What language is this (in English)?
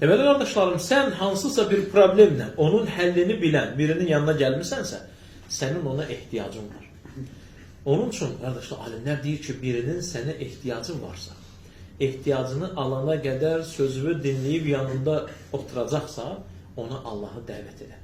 Azerbaijani